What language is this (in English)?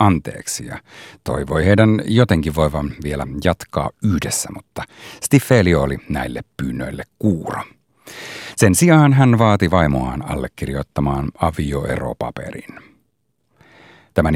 Finnish